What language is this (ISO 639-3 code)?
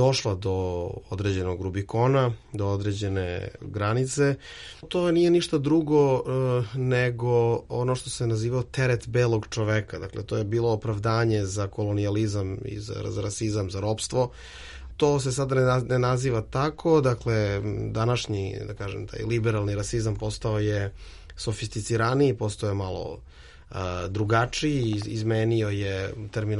srp